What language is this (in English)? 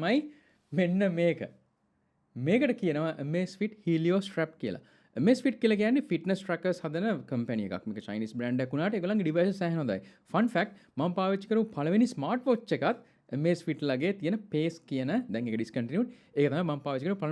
Sinhala